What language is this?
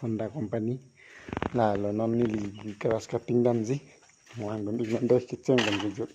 Karbi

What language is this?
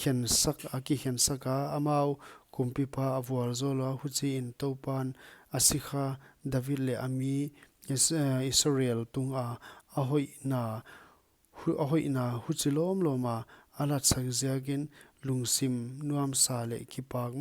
Paite Chin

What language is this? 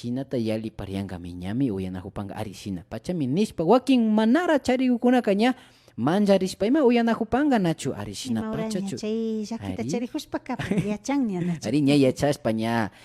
Imbabura Highland Quichua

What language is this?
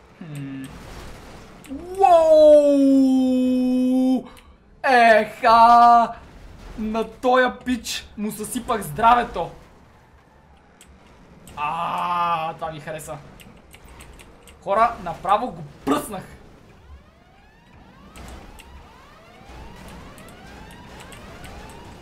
Bulgarian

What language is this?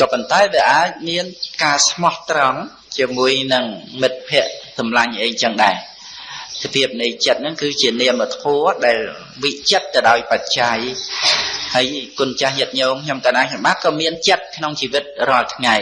Khmer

